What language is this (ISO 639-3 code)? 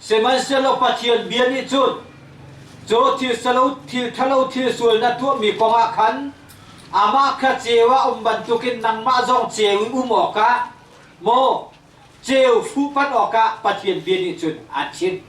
cnh